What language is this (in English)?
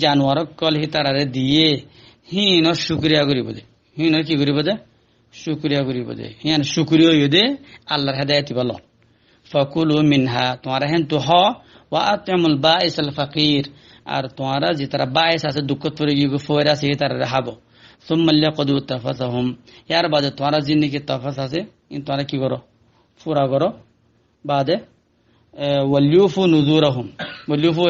Rohingya